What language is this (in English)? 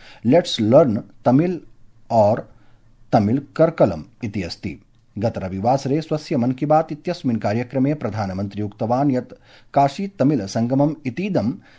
Sanskrit